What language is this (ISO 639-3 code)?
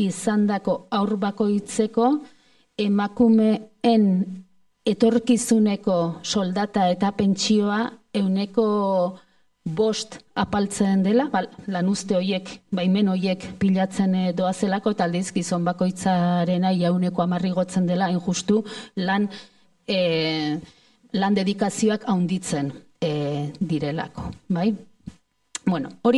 eus